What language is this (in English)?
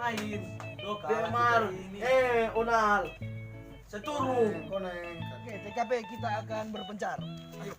Manado Malay